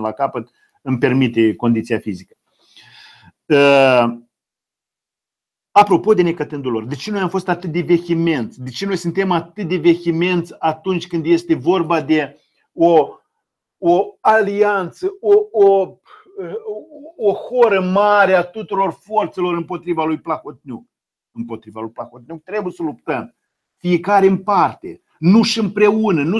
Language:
Romanian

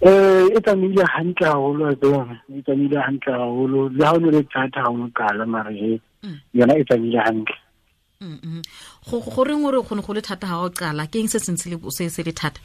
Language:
Tswana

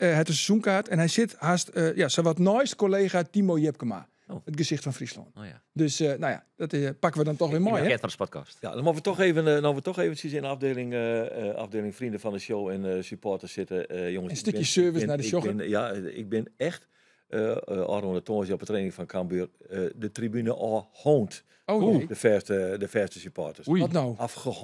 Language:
Western Frisian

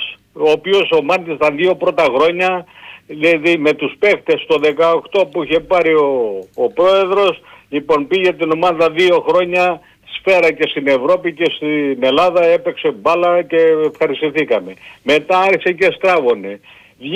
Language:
Greek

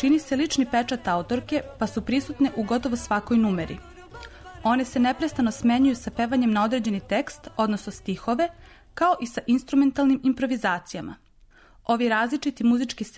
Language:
Serbian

